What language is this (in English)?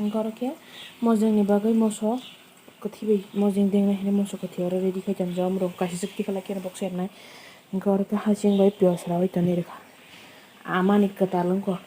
Kok Borok